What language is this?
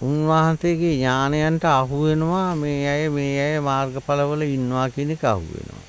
Sinhala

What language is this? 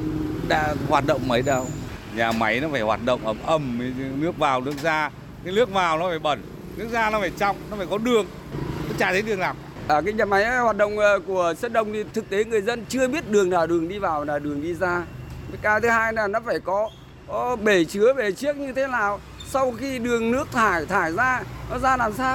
Vietnamese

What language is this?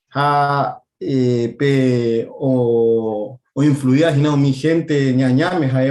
Guarani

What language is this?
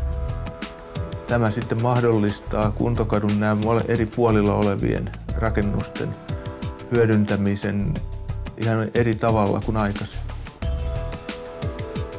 Finnish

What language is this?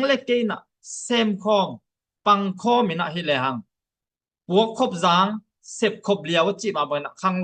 Tedim Chin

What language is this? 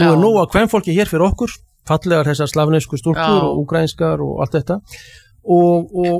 Icelandic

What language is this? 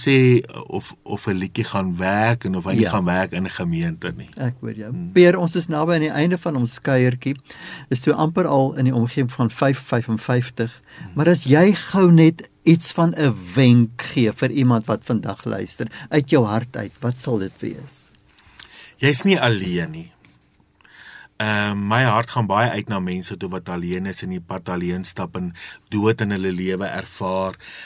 Afrikaans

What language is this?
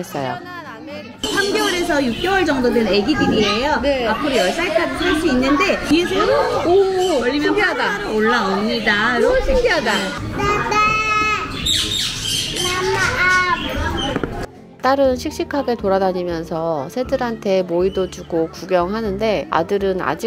Korean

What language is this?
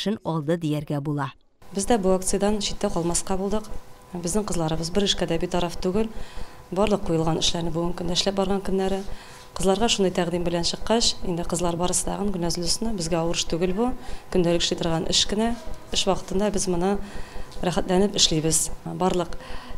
Tatar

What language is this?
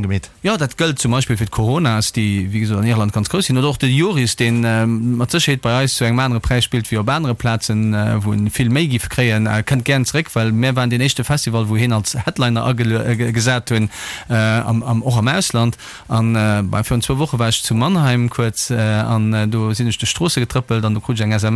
Luxembourgish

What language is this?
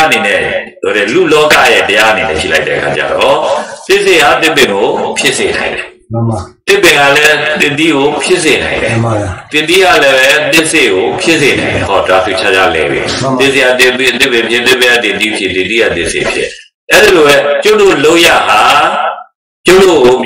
Burmese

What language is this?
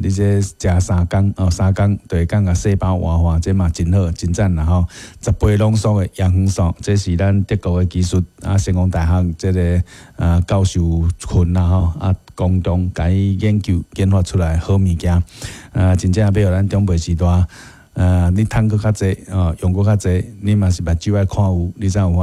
Min Nan Chinese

